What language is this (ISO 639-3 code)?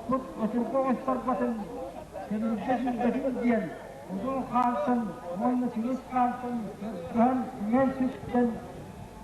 sah